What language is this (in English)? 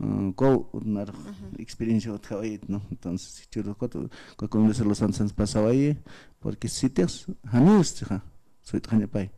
Aymara